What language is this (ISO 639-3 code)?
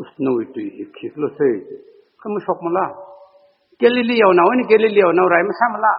nmf